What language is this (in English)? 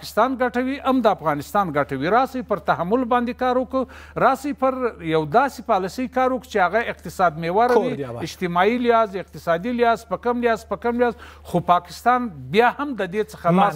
Pashto